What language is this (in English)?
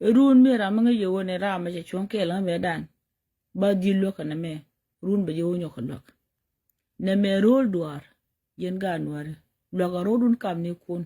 Nuer